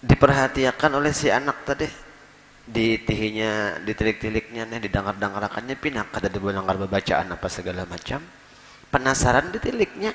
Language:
Banjar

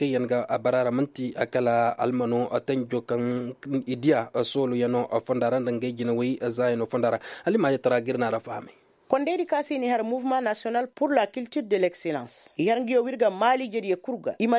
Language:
Koyraboro Senni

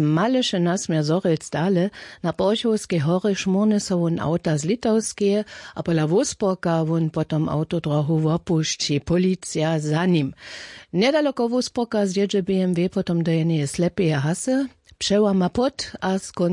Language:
Upper Sorbian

